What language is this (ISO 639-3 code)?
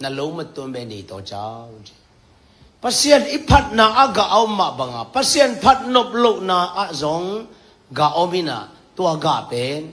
ctd